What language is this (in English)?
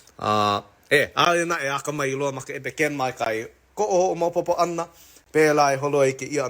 Hawaiian